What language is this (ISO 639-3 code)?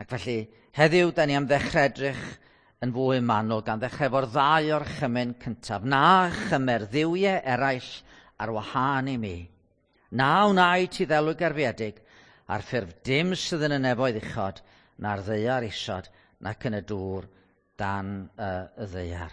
cym